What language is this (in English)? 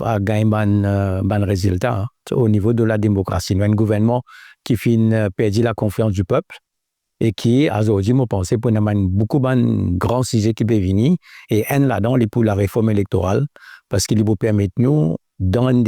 Morisyen